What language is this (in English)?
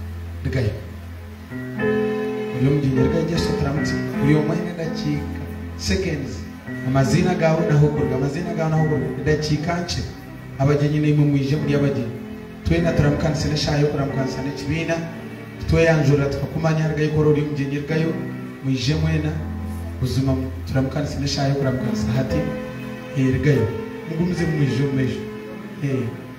Kinyarwanda